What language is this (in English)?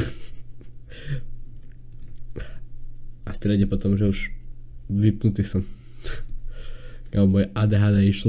Slovak